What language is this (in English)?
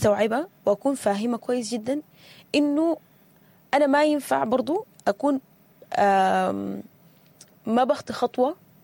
Sudanese Arabic